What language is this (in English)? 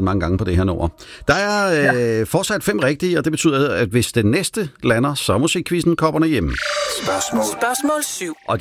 Danish